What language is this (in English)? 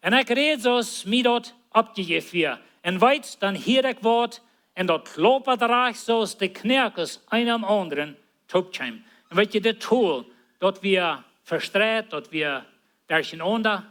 Plautdietsch